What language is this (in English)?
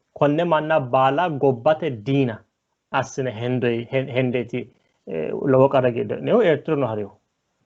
Sidamo